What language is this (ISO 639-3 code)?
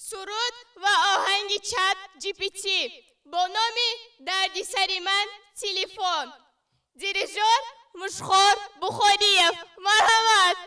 tgk